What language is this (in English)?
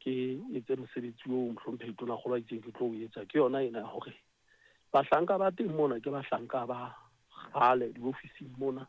Southern Sotho